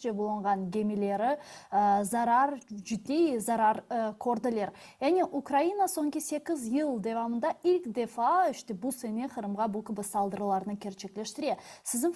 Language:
Crimean Tatar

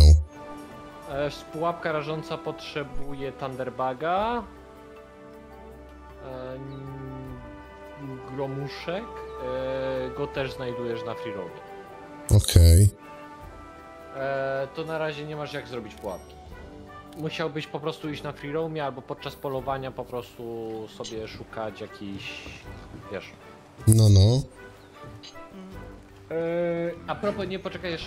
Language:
Polish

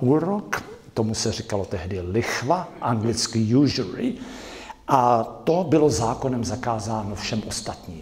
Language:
Czech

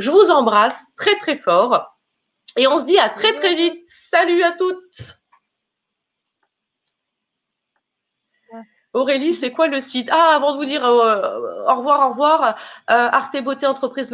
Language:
French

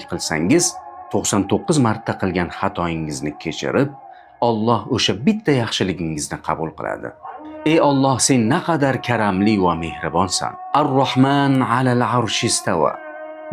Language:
Uzbek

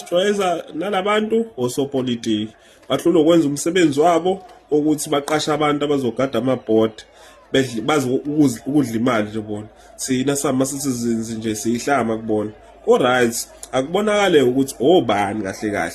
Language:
Zulu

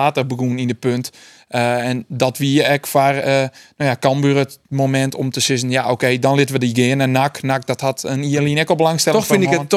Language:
Western Frisian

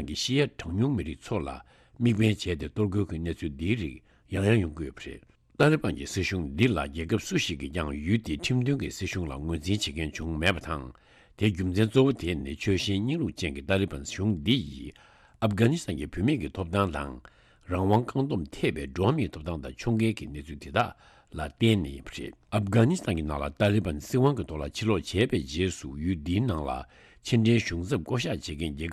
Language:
Tibetan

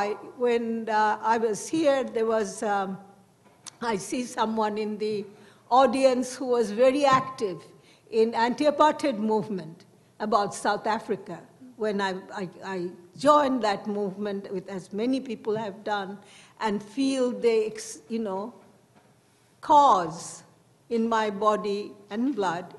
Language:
English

